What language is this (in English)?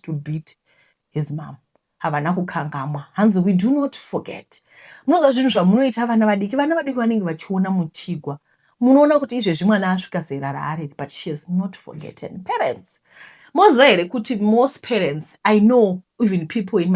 Shona